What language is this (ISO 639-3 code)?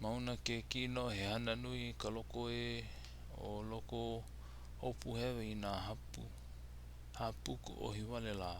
haw